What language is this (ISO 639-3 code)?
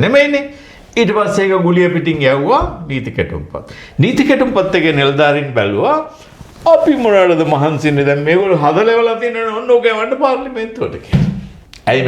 sin